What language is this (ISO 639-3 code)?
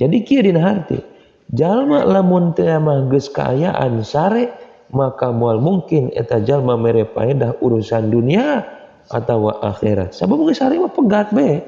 sun